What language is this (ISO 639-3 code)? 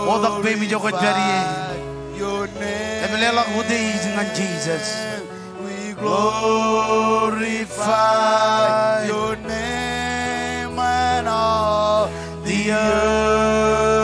mah